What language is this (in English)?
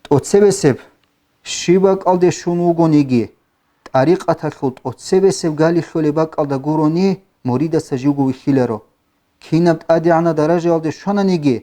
Avaric